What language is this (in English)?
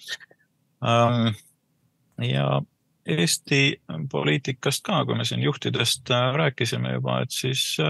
Estonian